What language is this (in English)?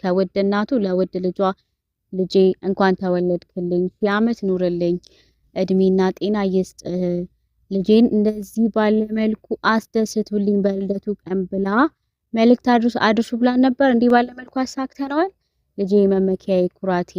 Amharic